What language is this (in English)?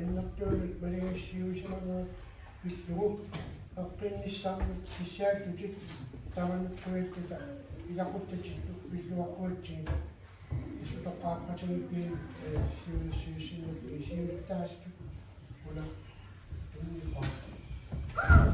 Kalaallisut